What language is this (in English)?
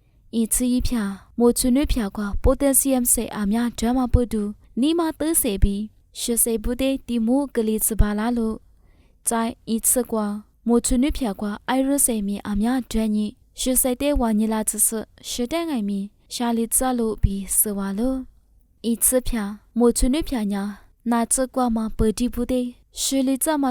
Lisu